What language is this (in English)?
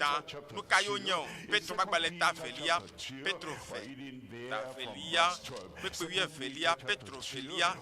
Ewe